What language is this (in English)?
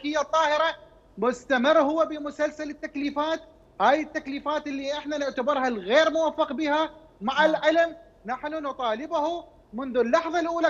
Mesopotamian Arabic